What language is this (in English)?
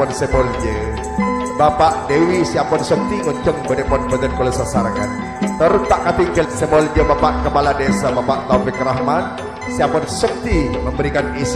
Madurese